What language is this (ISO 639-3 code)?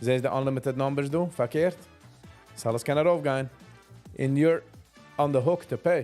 yid